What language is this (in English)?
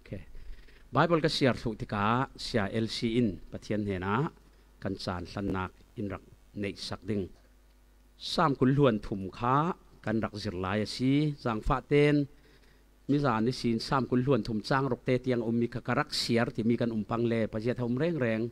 Falam Chin